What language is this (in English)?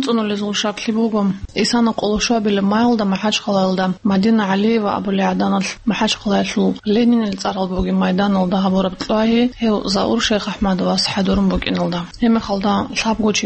Avaric